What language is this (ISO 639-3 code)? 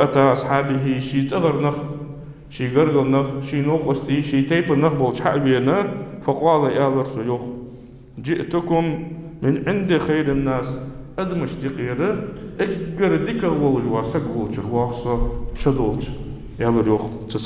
inh